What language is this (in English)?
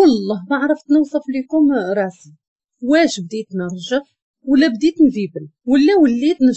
Moroccan Arabic